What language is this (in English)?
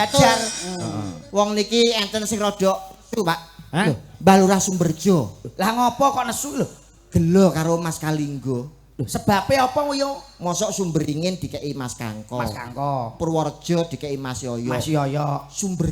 Javanese